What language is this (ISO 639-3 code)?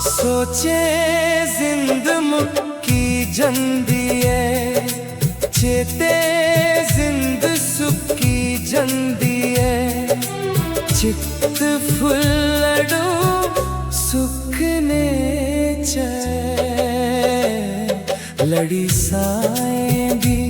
doi